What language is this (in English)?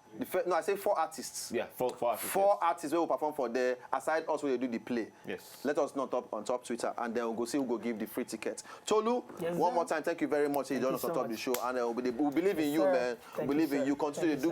Nigerian Pidgin